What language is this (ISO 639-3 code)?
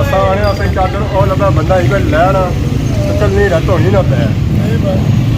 phr